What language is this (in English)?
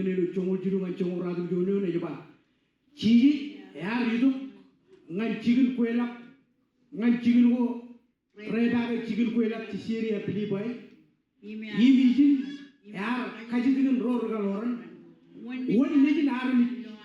Marshallese